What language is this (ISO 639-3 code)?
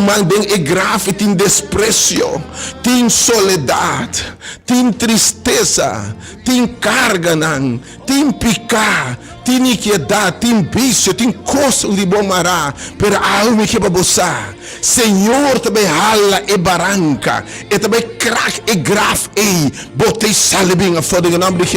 pap